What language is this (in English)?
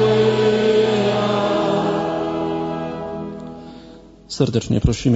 Polish